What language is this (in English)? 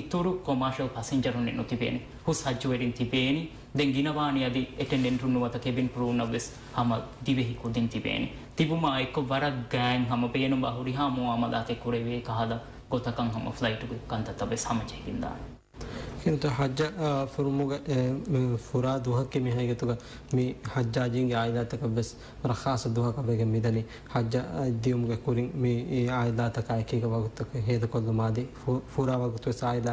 Divehi